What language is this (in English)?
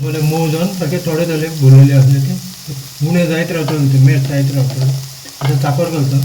Konkani